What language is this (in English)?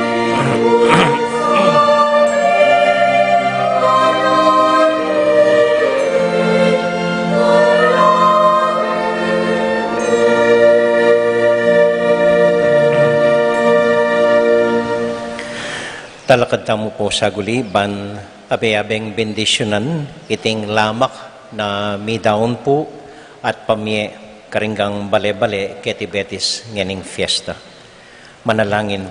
Pampanga